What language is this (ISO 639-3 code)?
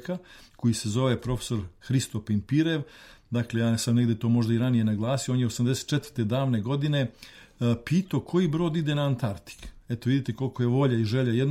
srp